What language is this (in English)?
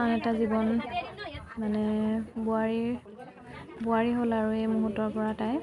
Assamese